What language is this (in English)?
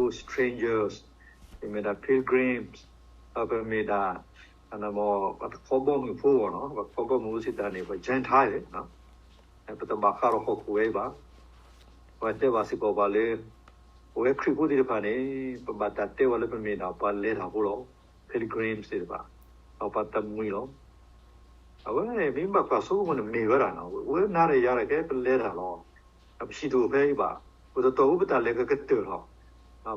S'gaw Karen